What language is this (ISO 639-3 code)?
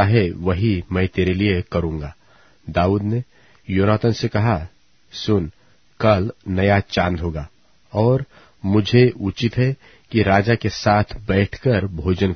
hin